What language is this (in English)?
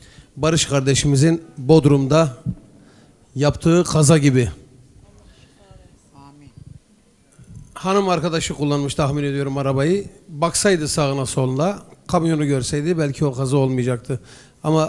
Turkish